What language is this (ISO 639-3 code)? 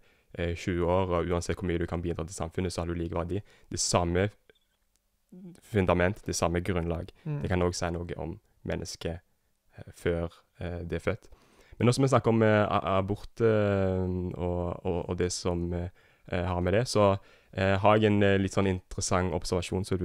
nor